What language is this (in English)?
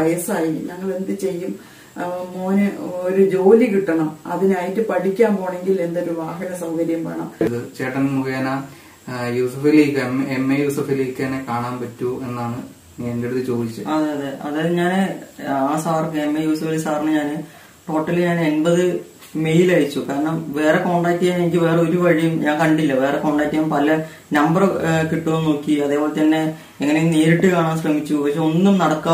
Malayalam